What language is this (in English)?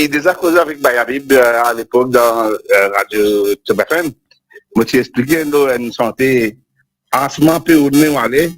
Morisyen